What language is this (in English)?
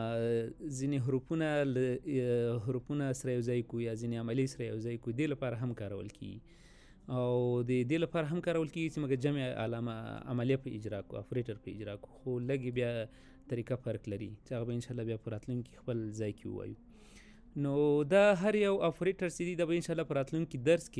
Pashto